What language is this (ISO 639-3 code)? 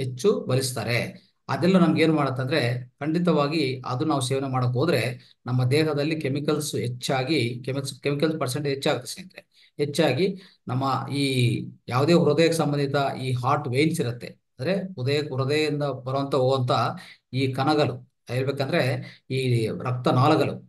kan